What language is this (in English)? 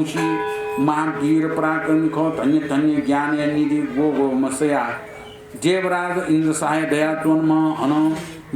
Newari